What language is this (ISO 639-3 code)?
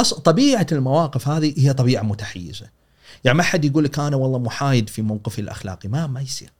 afb